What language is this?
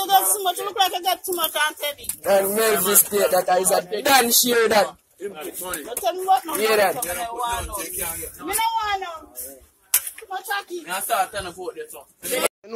Jamaican Creole English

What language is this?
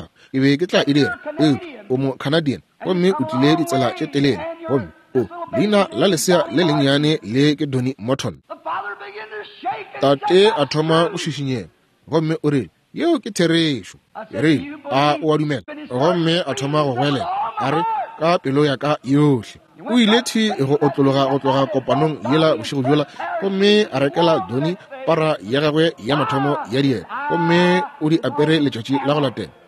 Northern Sotho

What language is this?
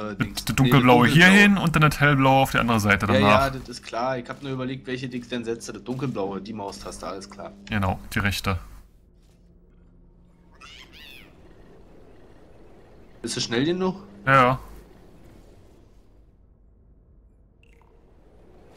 German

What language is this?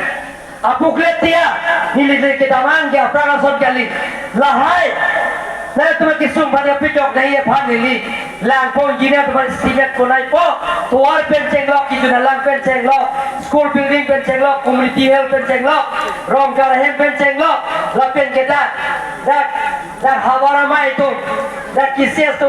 Karbi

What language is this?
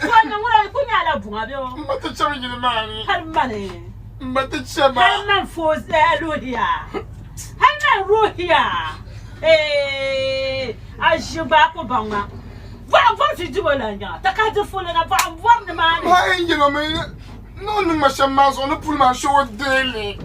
Dagbani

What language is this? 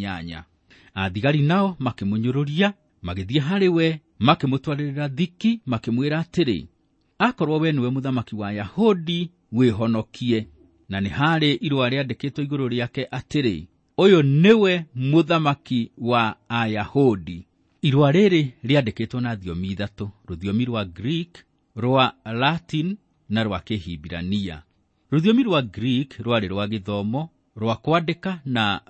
Kikuyu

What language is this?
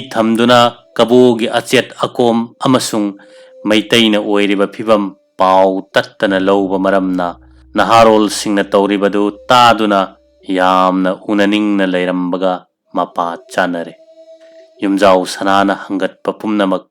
Manipuri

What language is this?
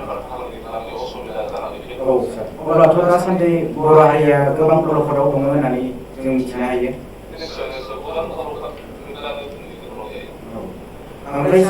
Bodo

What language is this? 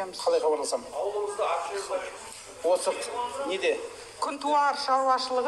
Kazakh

